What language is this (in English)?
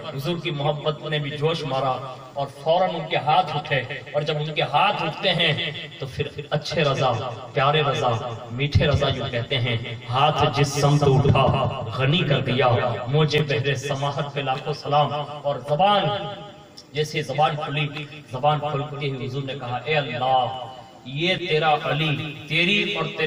Urdu